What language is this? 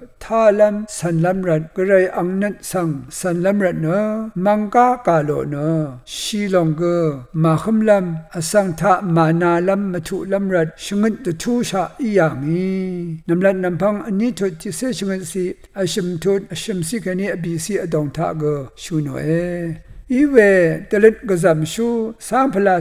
Rawang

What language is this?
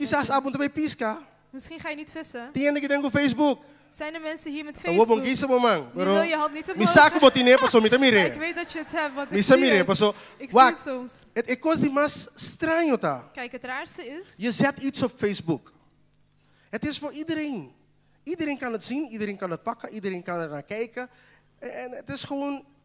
Papiamento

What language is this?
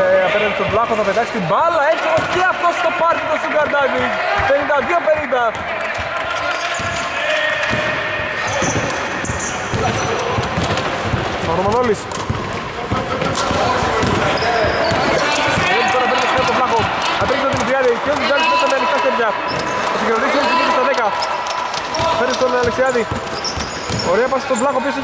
Greek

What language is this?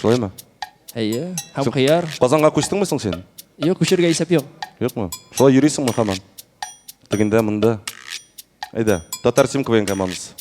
Tatar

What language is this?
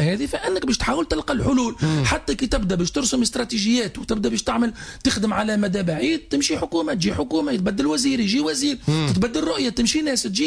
Tunisian Arabic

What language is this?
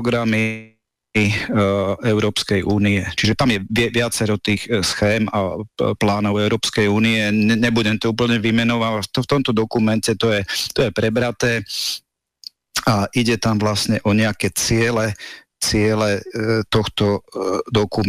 Slovak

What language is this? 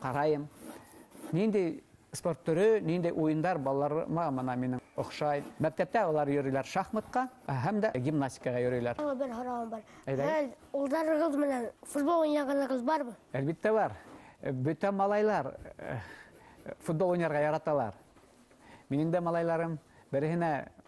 Bashkir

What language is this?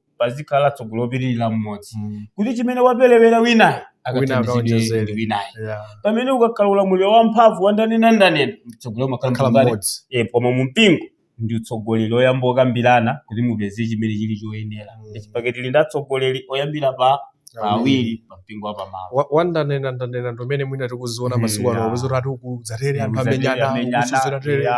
Nyanja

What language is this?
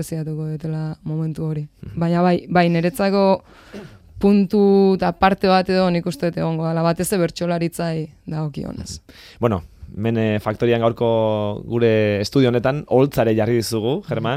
Basque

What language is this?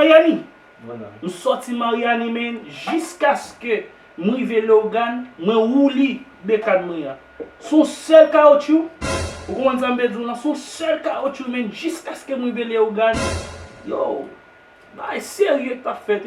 Haitian Creole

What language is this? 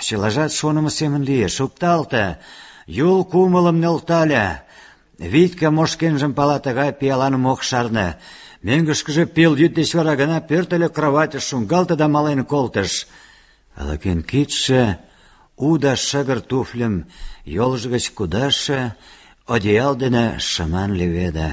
Mari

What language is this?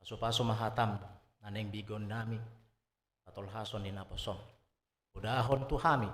Batak Toba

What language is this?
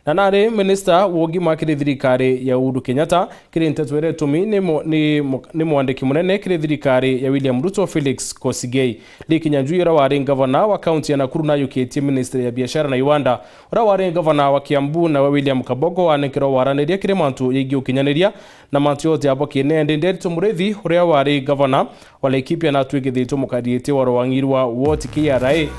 Meru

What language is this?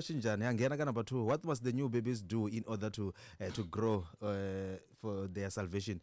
Tsonga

